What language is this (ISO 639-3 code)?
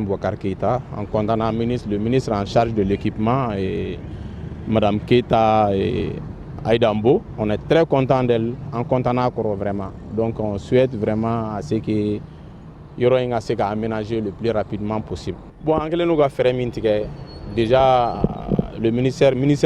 bam